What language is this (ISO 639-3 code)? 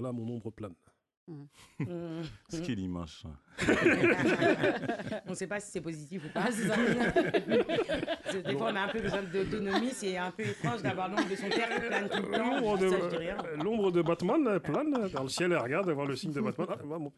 fra